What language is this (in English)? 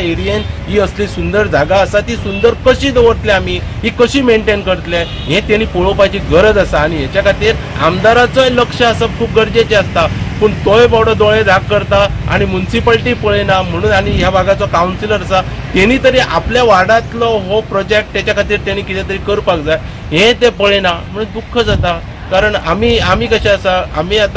Konkani